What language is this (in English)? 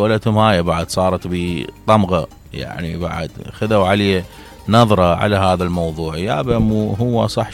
Mesopotamian Arabic